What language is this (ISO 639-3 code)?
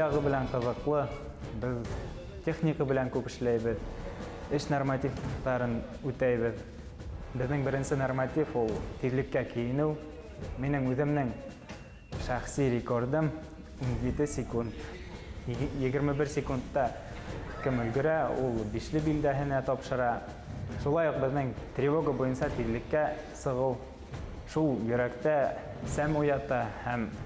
bak